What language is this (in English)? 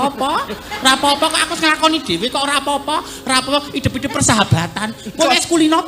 Javanese